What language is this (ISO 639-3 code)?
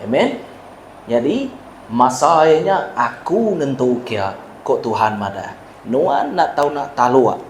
iba